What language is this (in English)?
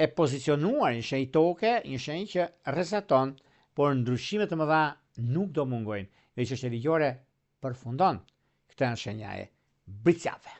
Albanian